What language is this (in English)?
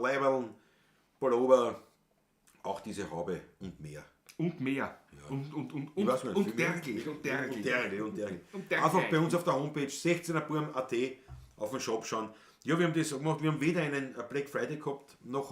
Bavarian